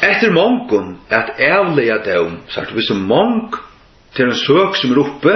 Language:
Faroese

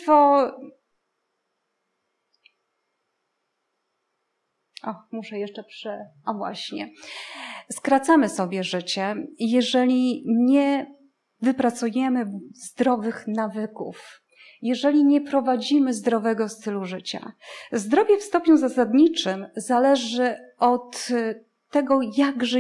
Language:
Polish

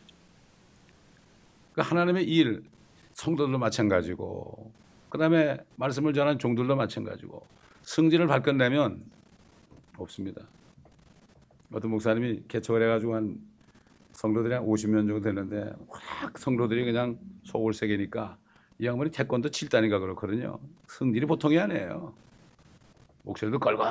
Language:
Korean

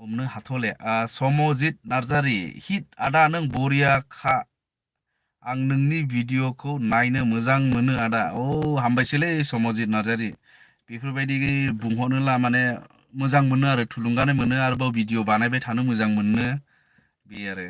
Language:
Bodo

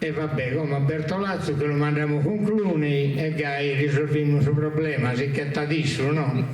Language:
Sardinian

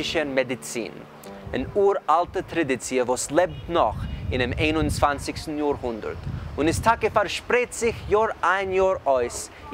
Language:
Yiddish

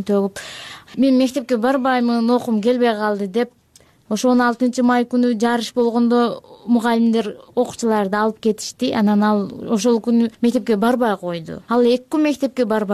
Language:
Kyrgyz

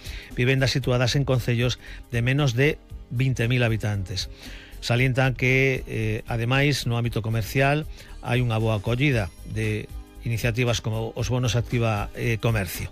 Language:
Galician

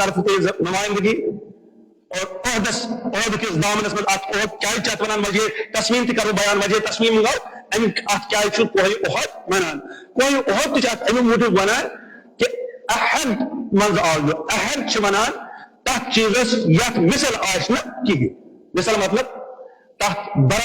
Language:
Kashmiri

